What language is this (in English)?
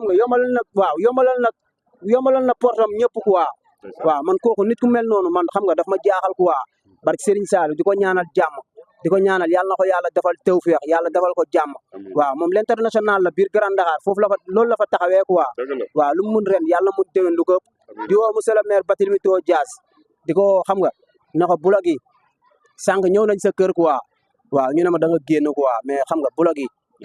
Wolof